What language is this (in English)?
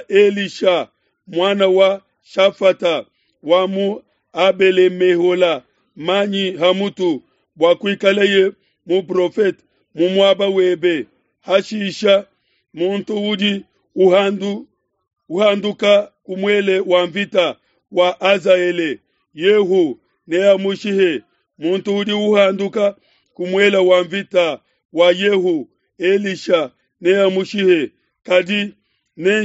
Luba-Lulua